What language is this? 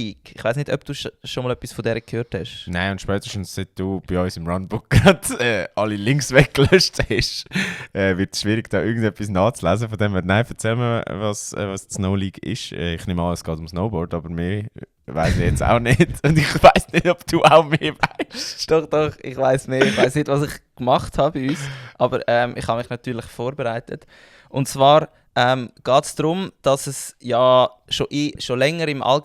Swiss German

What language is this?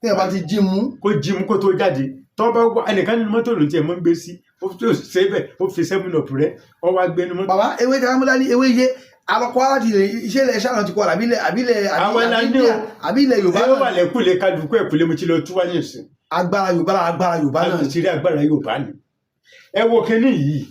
Yoruba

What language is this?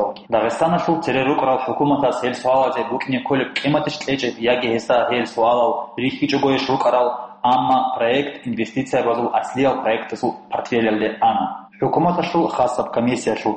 Avaric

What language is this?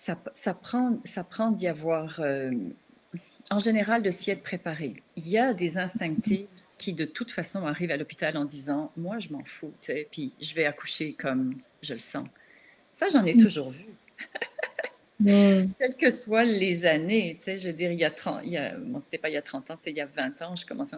French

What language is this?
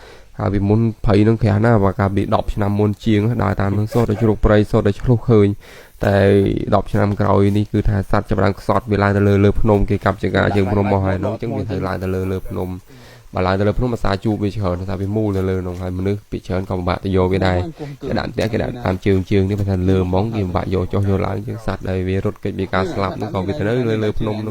Khmer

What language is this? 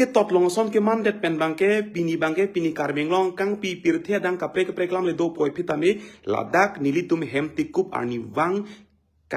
Karbi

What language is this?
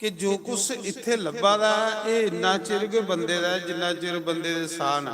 Dogri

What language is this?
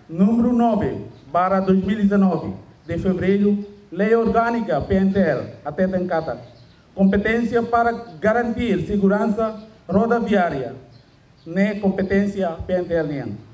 Tetum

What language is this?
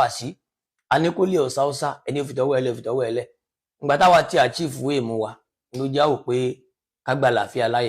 Yoruba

